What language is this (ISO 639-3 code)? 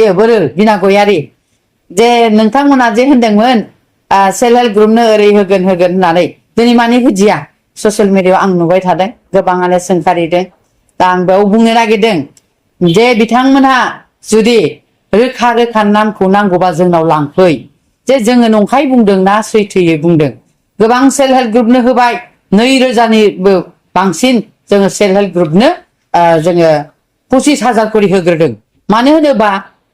brx